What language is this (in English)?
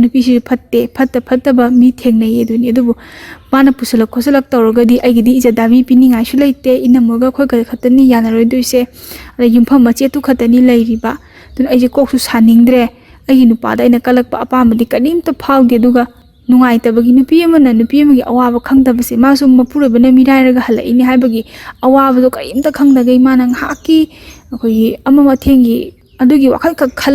Manipuri